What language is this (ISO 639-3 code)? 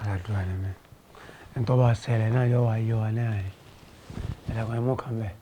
yor